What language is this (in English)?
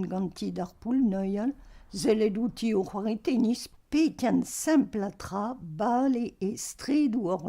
Breton